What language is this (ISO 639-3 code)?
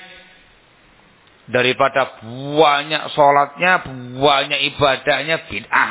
ind